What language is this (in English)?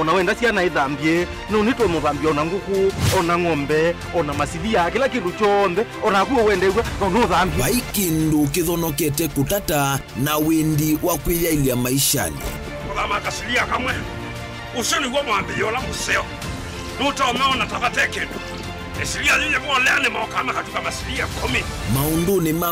Kamba